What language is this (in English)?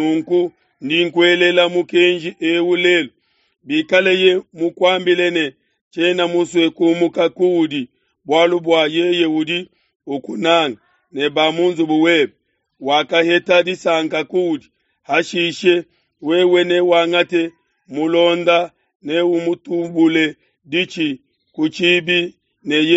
Luba-Lulua